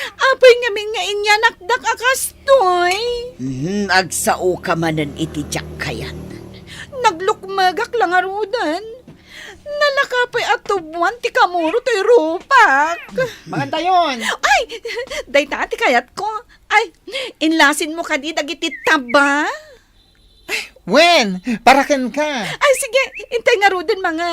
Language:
Iloko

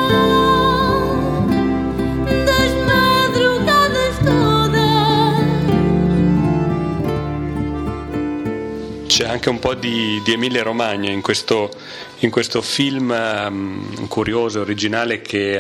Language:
Italian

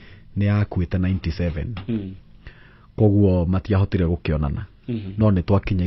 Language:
Kikuyu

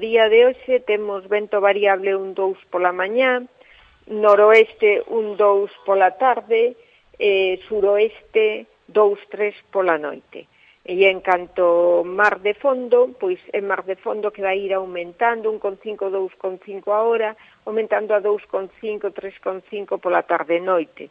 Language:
Galician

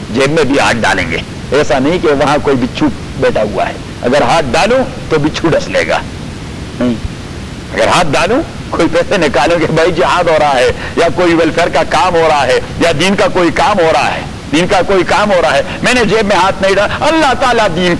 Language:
Urdu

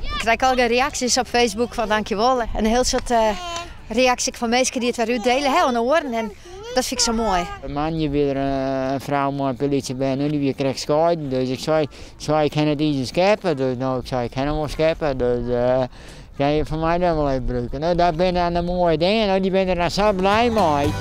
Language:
Western Frisian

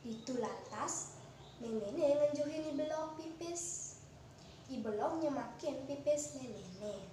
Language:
Balinese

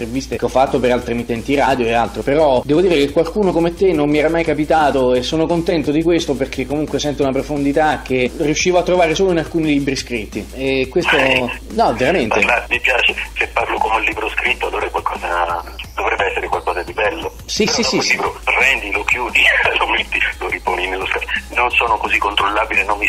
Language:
Italian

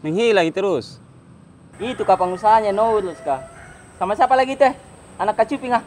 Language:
Makassar Malay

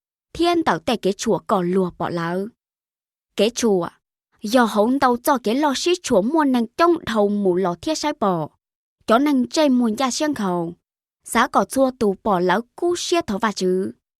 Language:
Hmong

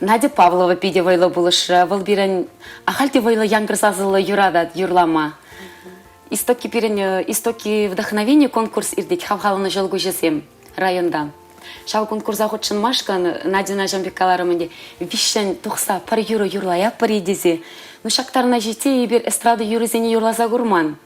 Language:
Chuvash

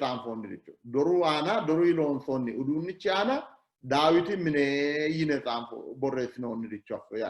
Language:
Sidamo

